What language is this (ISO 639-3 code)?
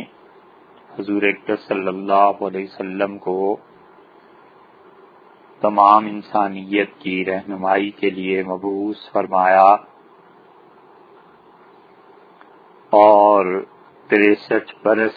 urd